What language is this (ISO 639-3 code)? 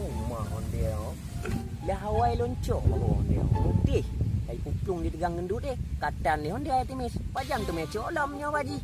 ace